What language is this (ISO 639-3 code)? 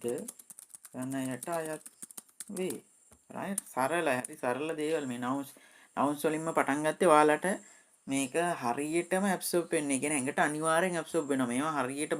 sin